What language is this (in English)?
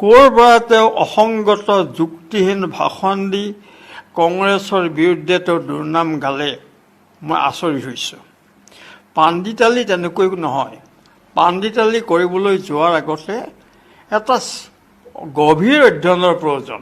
Assamese